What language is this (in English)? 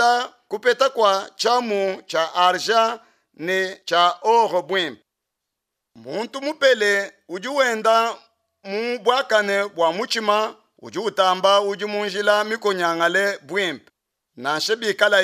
Luba-Lulua